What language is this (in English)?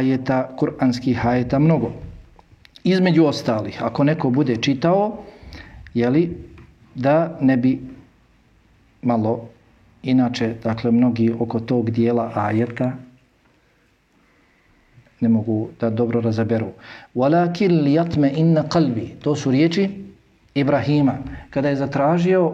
Bosnian